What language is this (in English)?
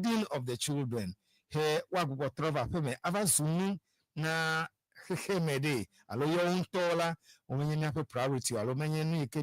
Ewe